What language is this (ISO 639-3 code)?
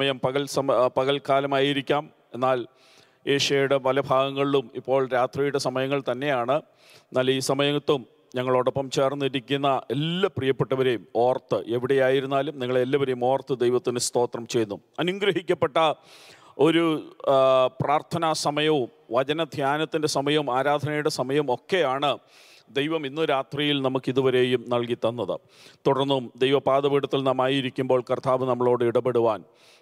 mal